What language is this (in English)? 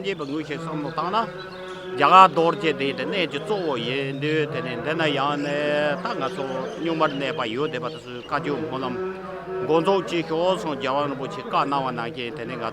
Tibetan